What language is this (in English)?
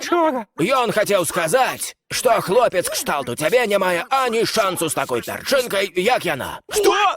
Belarusian